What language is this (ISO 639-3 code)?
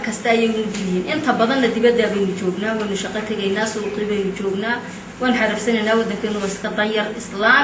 som